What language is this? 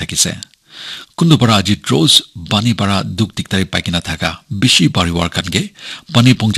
Naga Pidgin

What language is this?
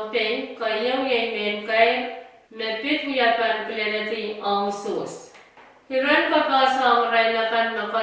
Pohnpeian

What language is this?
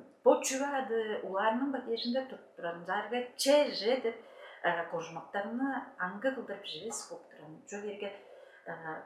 Tuvinian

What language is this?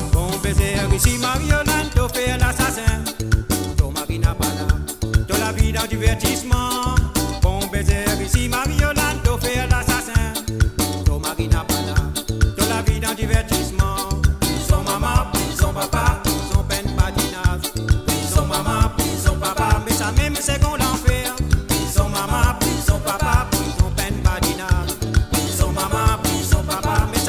Morisyen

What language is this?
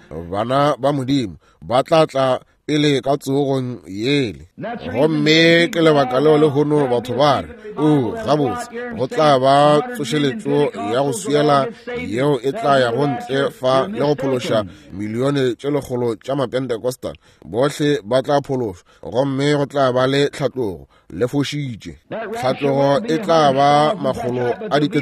Northern Sotho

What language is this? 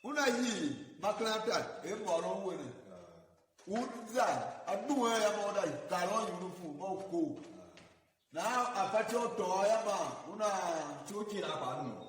Tiv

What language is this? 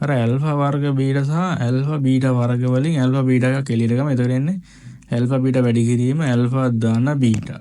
Sinhala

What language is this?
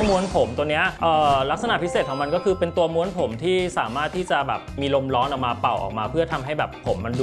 Thai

